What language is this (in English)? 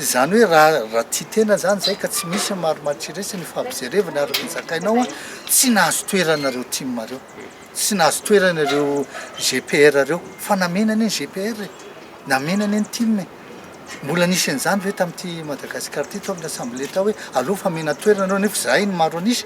Malagasy